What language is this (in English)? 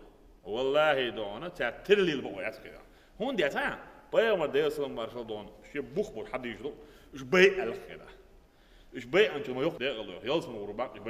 Chechen